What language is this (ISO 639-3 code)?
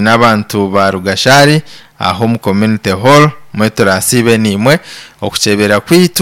nyn